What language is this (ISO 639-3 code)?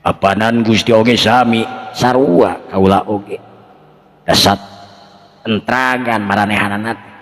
sun